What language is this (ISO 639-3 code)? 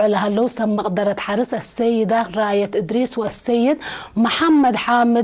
tig